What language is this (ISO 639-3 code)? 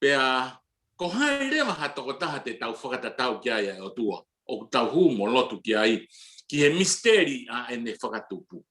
ton